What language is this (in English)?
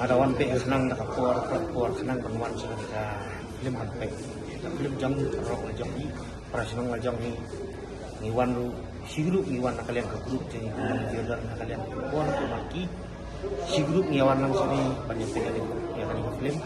Khasi